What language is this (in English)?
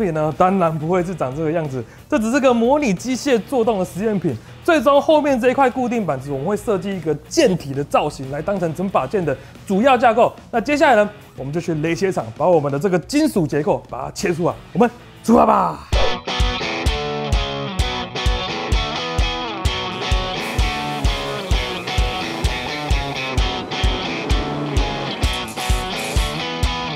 Chinese